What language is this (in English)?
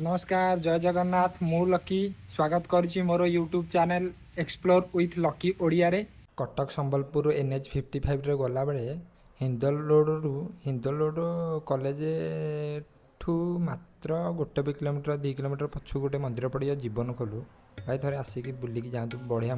Odia